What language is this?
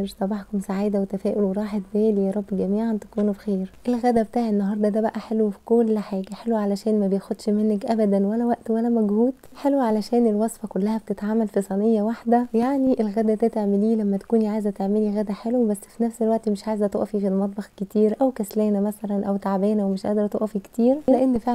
Egyptian Arabic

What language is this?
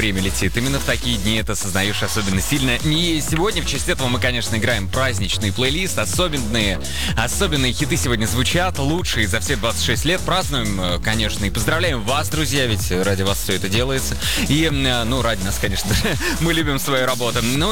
Russian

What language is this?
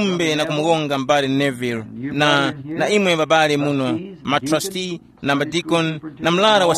Tumbuka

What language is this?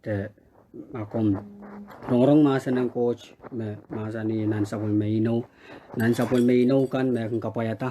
Pohnpeian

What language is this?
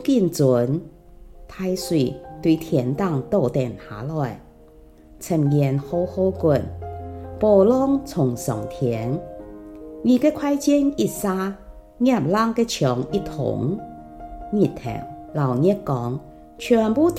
Hakka Chinese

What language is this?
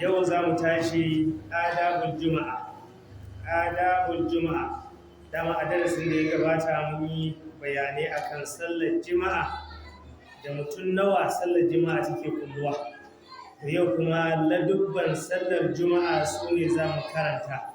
Hausa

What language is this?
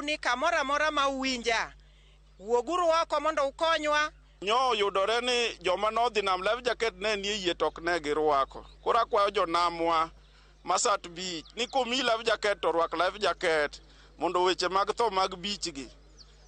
Luo (Kenya and Tanzania)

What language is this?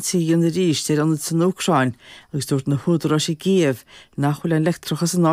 Irish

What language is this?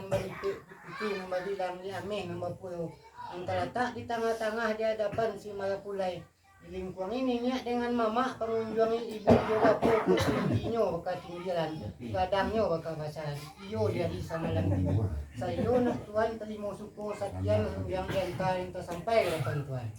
Minangkabau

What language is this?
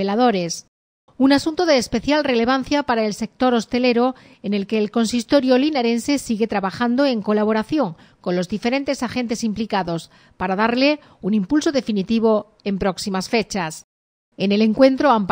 Spanish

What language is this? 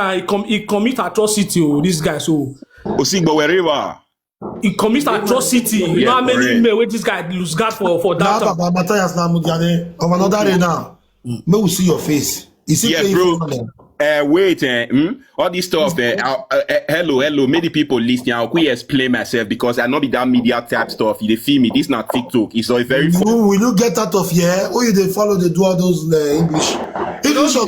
Nigerian Pidgin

